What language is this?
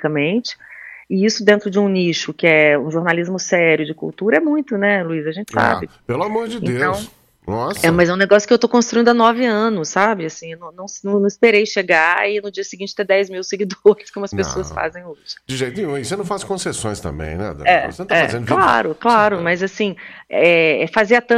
Portuguese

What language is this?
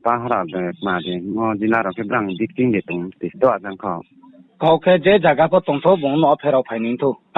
Riang (India)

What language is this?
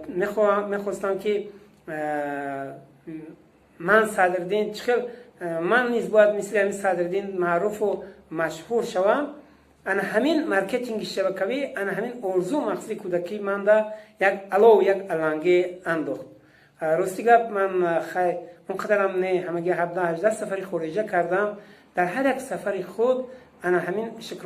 Tajik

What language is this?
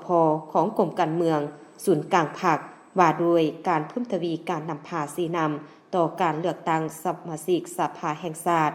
Lao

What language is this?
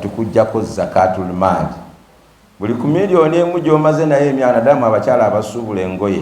Ganda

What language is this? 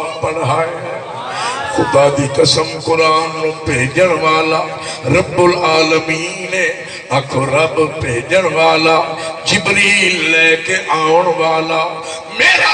Saraiki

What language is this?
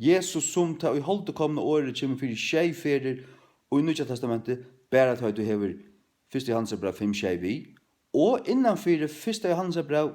Faroese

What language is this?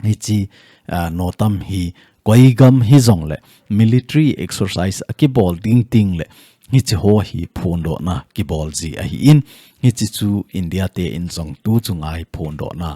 Thado Chin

